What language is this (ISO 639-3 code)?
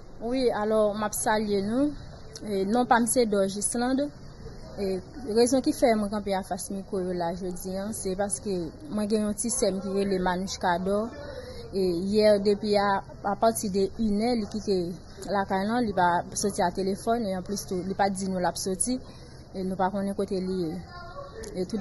hat